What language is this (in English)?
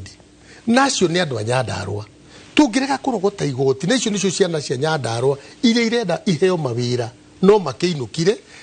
Kikuyu